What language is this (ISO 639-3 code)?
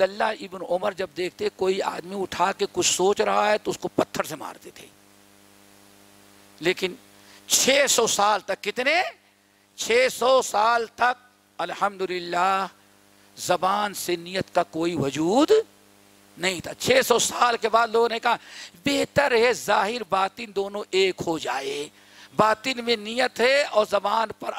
urd